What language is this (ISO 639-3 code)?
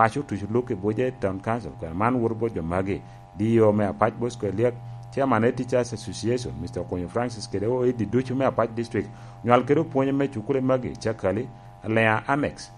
laj